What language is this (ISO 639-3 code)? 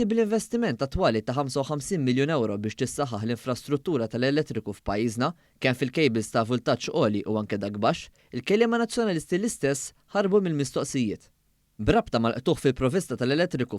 mlt